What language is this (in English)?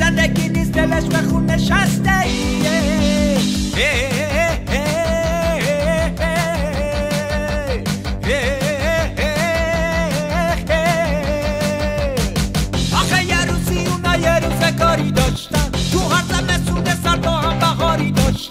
Persian